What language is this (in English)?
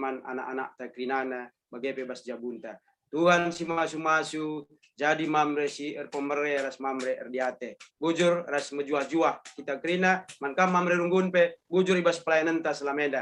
Batak Karo